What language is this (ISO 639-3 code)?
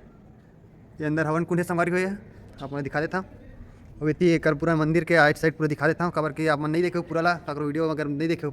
hne